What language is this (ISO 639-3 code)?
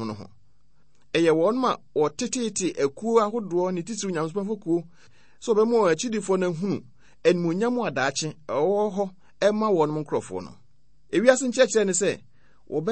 aka